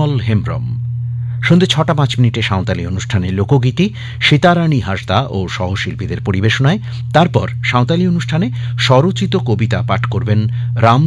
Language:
Bangla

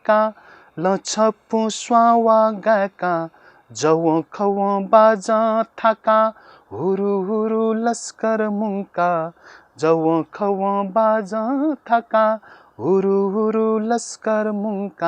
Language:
Newari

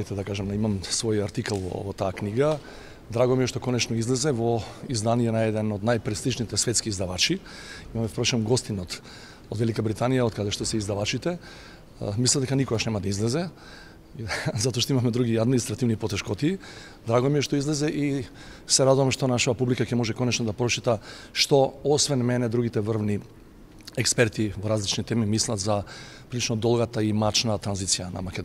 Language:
Macedonian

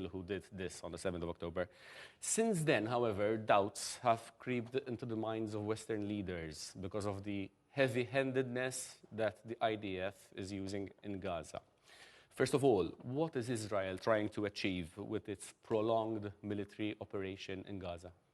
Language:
English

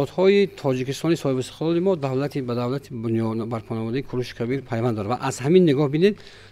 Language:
Tajik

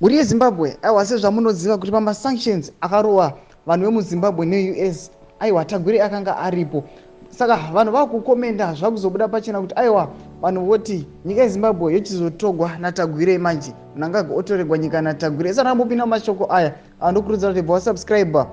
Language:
Shona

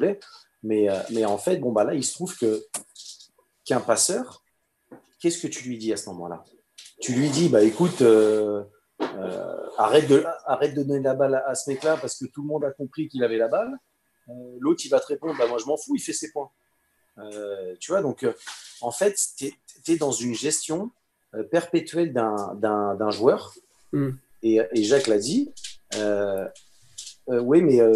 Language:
French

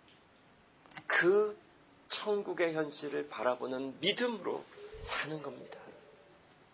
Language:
Korean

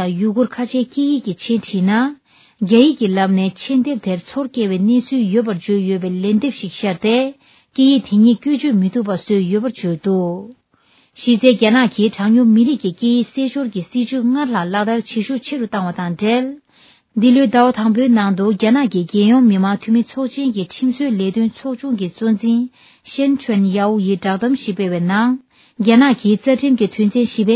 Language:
Tibetan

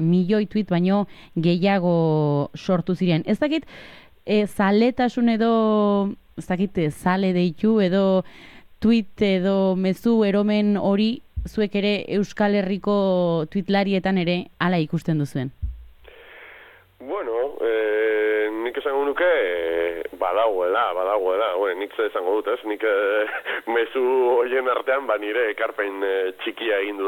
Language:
Basque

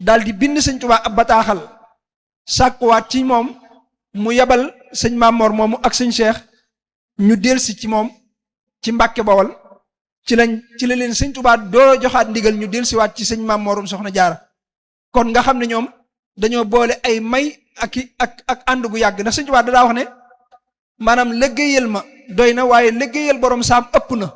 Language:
Wolof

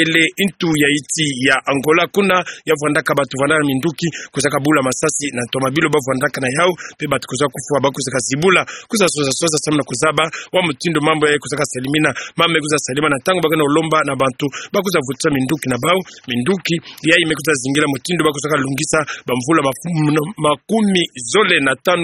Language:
Kituba (Democratic Republic of Congo)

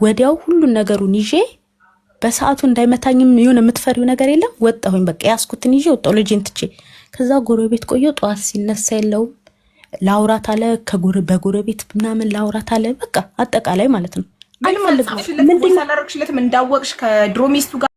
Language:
Amharic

